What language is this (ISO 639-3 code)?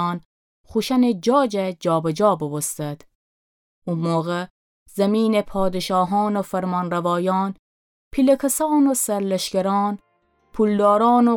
glk